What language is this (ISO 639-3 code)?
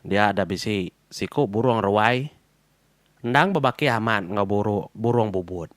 iba